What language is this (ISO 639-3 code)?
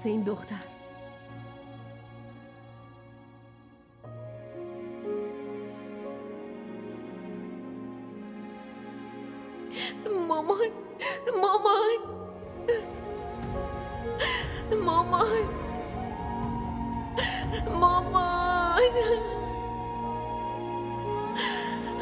fas